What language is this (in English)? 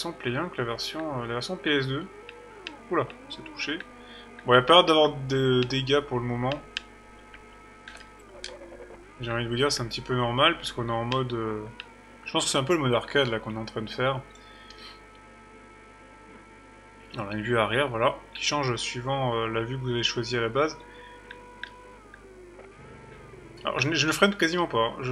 French